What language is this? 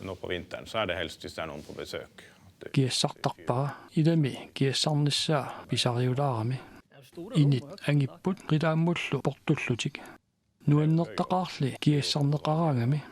Kalaallisut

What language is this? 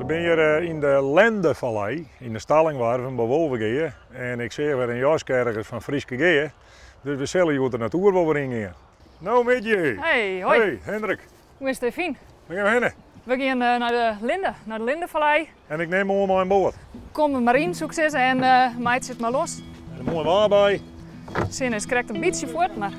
Western Frisian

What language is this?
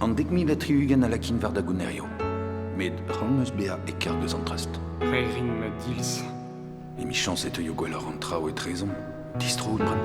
Breton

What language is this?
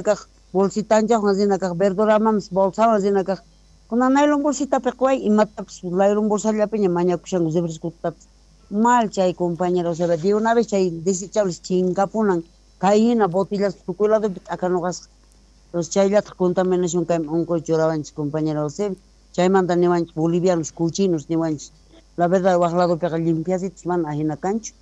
South Bolivian Quechua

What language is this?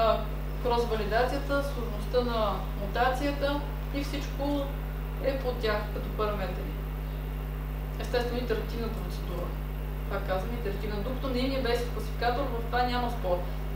Bulgarian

